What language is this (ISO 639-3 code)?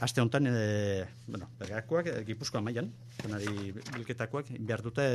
eus